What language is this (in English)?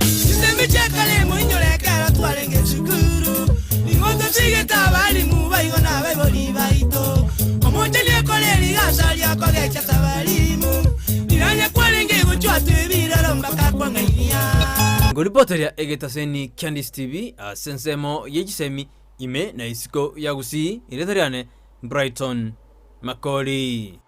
Gusii